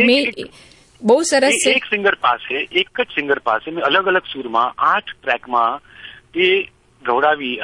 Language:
Gujarati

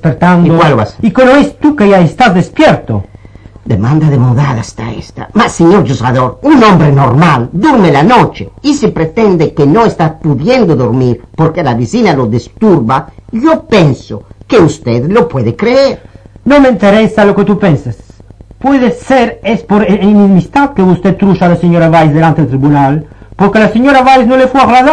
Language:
Ladino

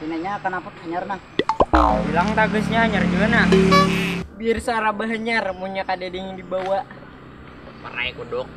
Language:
Banjar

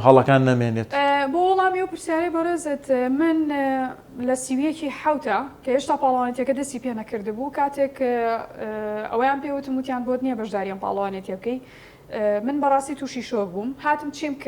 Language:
Central Kurdish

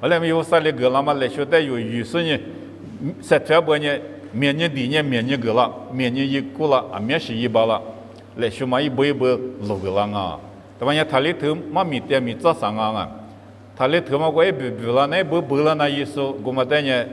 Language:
Lisu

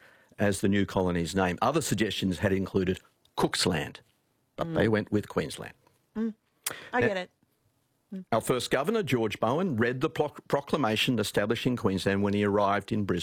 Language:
English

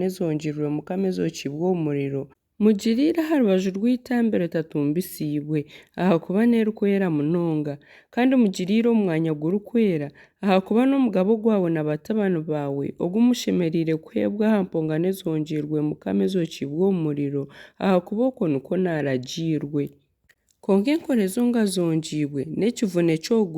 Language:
Nyankole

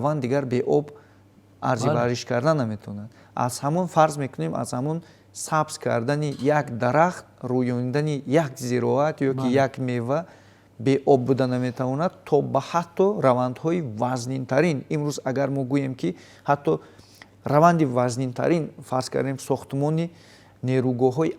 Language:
Tajik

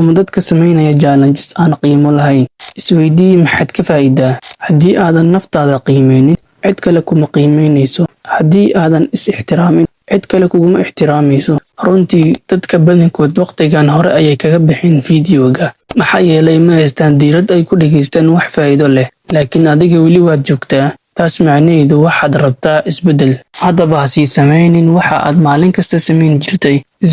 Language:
Somali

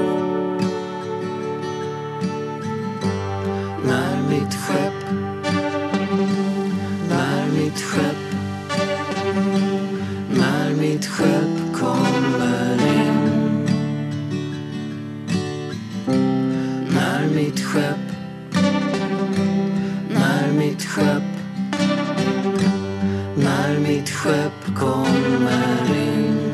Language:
Swedish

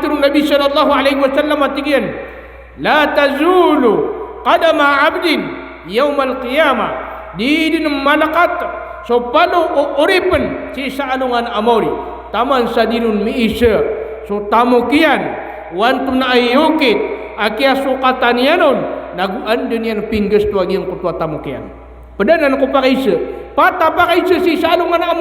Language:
Maranao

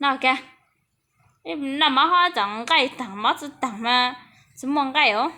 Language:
Hmong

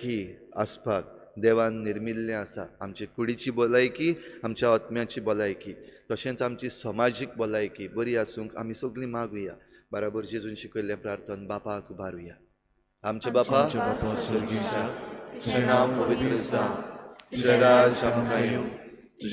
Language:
Konkani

